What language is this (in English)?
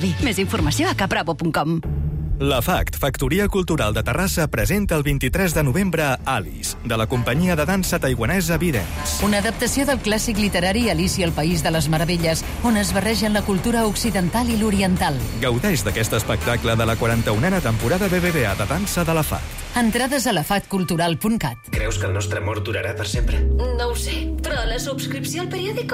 Catalan